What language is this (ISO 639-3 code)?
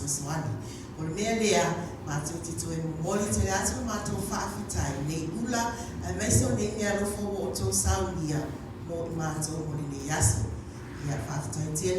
smo